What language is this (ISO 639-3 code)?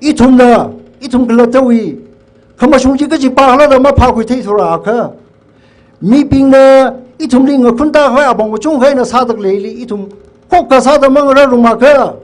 nmf